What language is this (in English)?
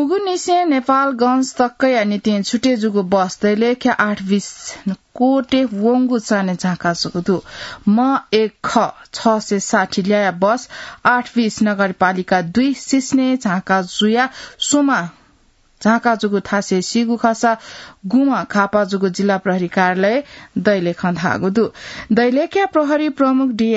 Newari